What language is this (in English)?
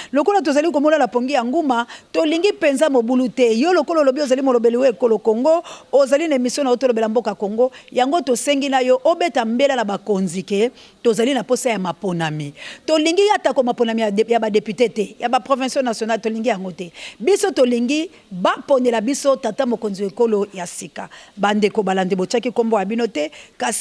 Lingala